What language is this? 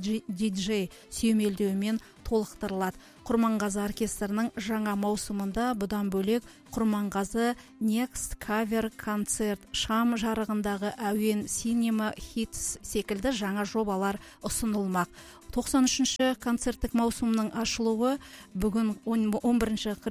Kazakh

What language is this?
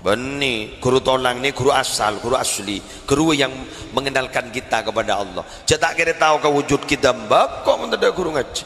Madurese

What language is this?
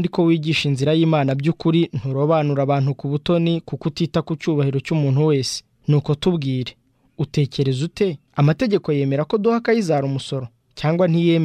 Kinyarwanda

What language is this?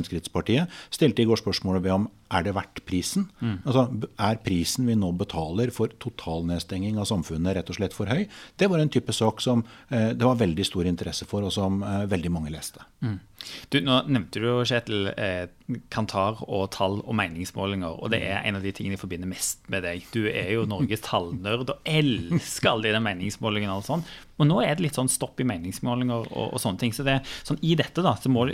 Norwegian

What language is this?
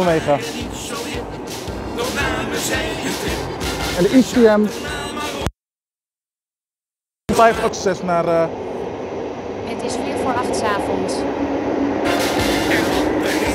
Dutch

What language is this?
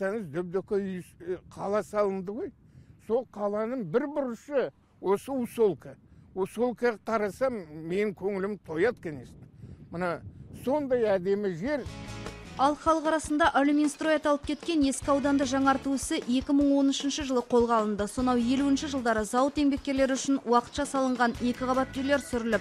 Kazakh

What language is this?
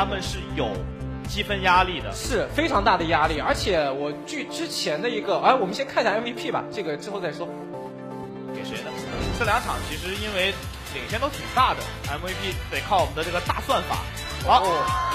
Chinese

